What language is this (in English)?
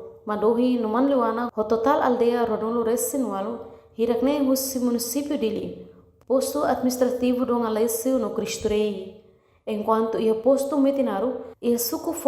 Tetum